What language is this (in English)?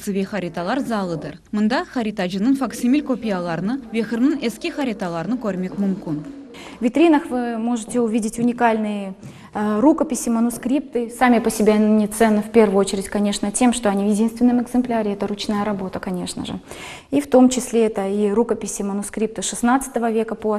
Crimean Tatar